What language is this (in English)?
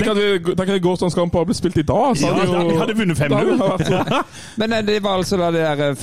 Norwegian